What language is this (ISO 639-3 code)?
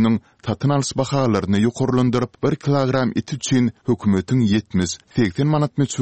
tuk